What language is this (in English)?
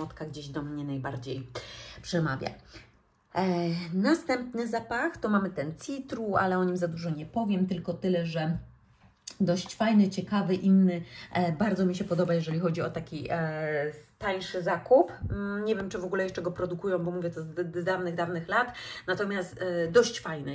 Polish